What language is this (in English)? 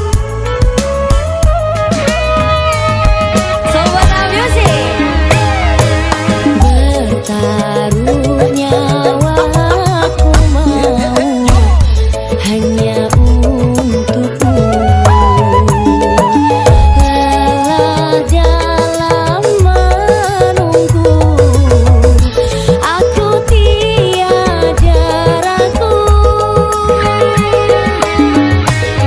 Indonesian